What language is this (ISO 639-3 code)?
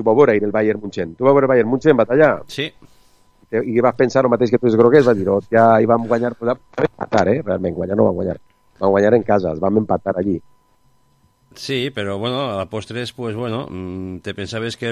cat